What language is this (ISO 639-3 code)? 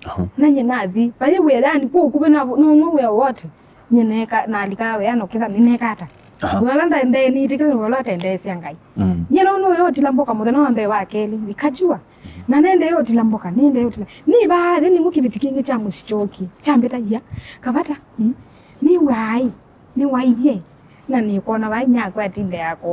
kam